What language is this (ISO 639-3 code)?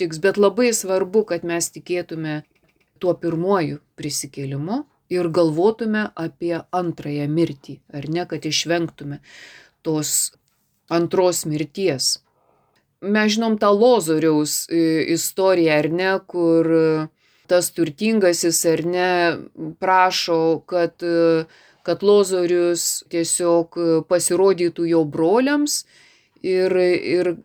lit